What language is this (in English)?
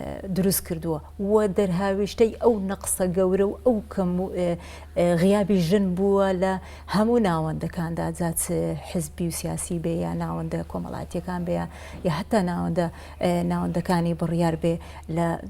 Central Kurdish